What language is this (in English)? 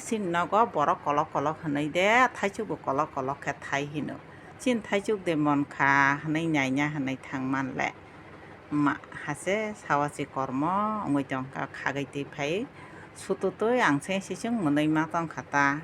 Kok Borok